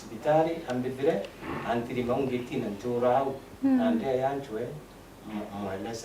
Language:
Meru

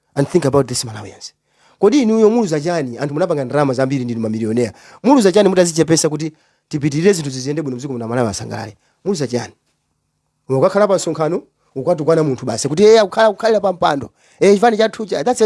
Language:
Nyanja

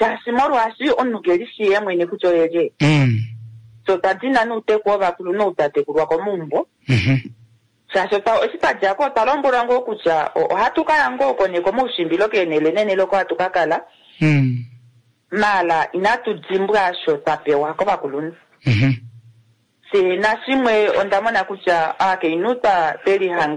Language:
Kuanyama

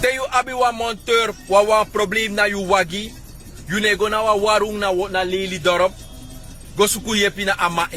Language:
Sranan Tongo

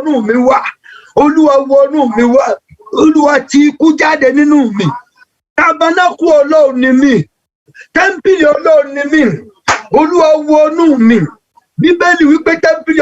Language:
Yoruba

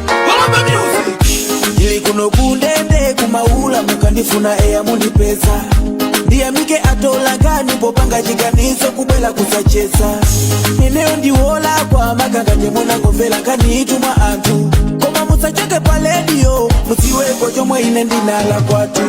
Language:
Nyanja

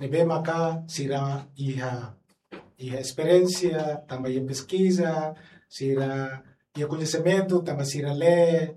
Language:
Tetum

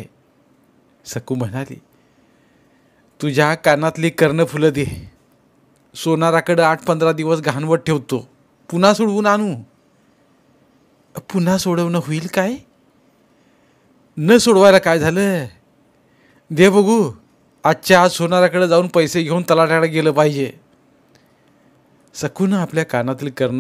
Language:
Marathi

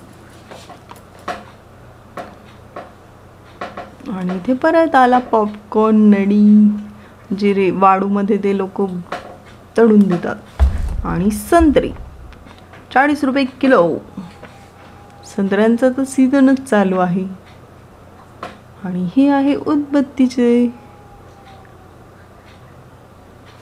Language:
Marathi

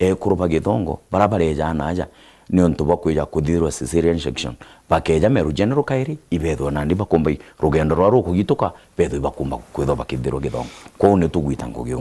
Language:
Meru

